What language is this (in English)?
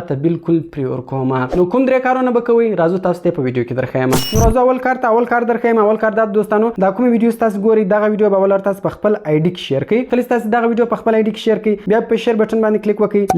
Pashto